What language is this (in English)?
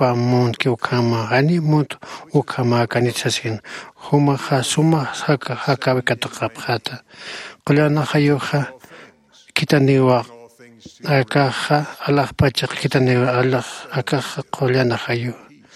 Aymara